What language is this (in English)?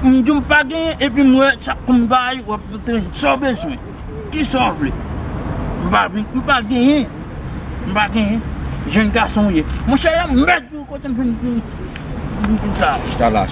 Haitian Creole